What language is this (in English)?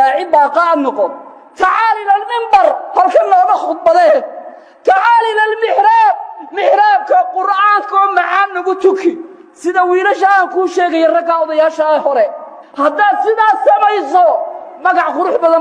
Somali